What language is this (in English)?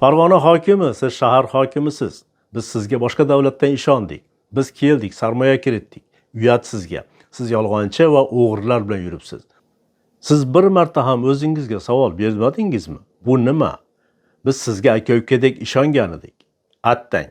Uzbek